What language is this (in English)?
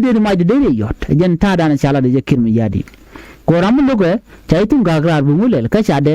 Nuer